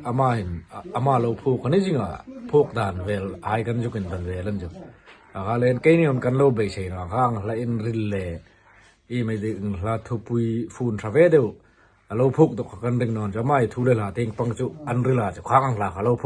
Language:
Hmar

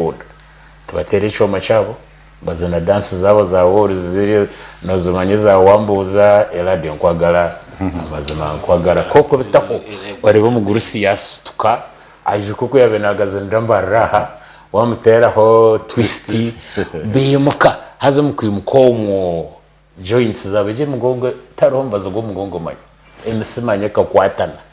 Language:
Nyankole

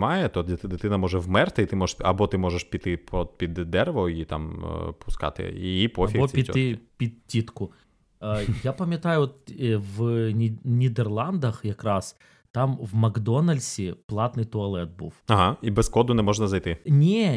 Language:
Ukrainian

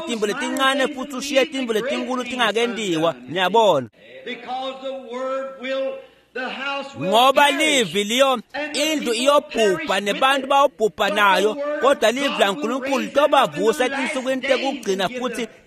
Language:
Swati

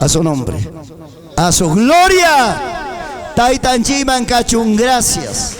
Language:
Ayacucho Quechua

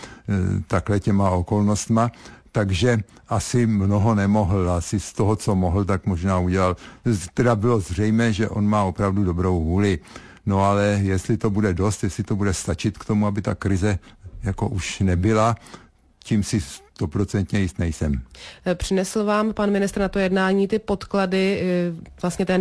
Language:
Czech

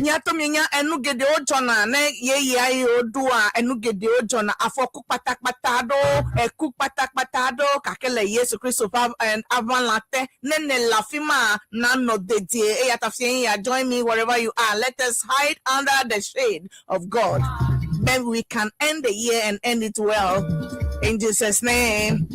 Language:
Ewe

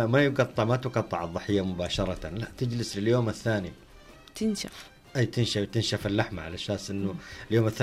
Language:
Najdi Arabic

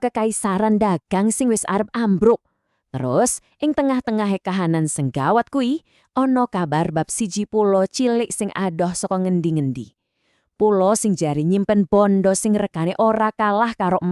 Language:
Javanese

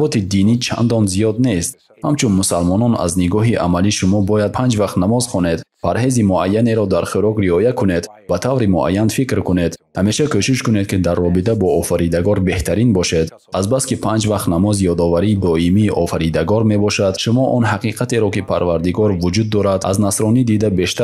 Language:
Tajik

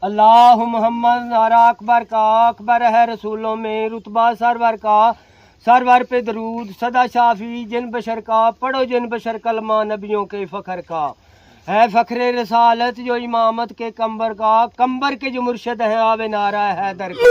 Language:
Pahari-Potwari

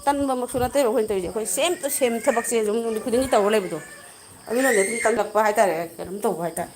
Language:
Manipuri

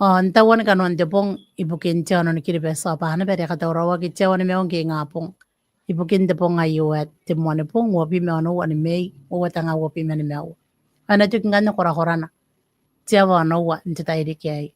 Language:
Gilbertese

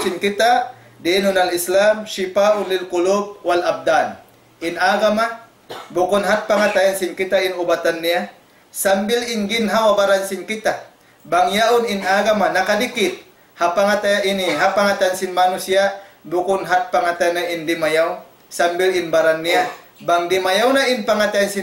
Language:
Tausug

